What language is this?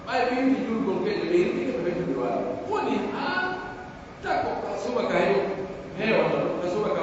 Pular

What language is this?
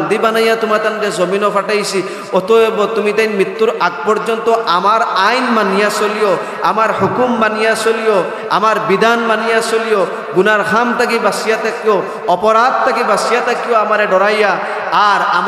Sylheti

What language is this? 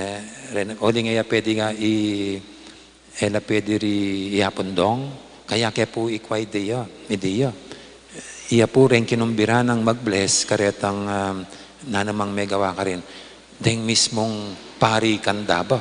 Pampanga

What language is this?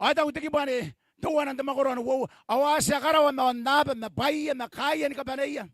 Gilbertese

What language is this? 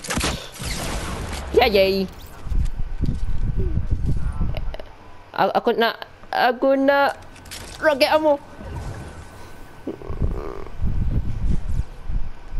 Malay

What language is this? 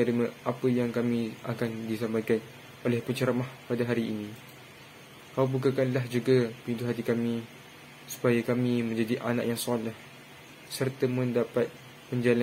Malay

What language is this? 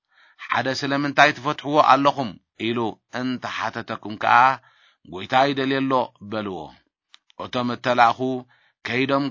Tigrinya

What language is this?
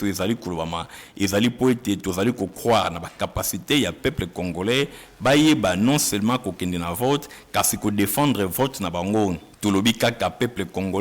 Lingala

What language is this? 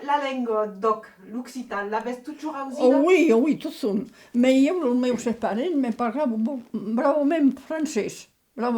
Occitan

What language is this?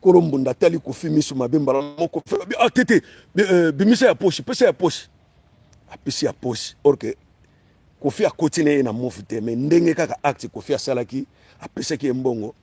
Lingala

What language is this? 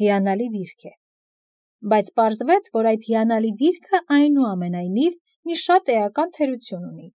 Armenian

